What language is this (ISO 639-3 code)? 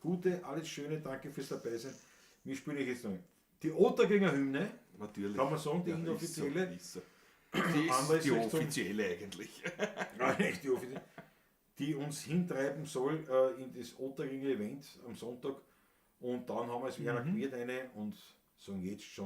bar